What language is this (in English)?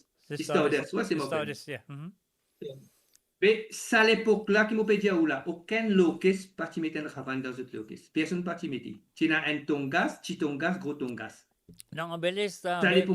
Morisyen